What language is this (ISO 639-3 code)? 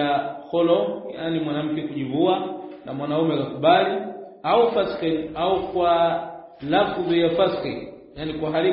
swa